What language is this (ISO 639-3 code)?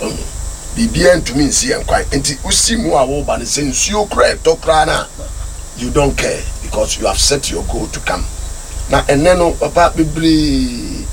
aka